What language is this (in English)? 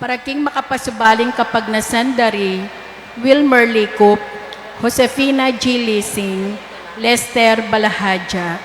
Pampanga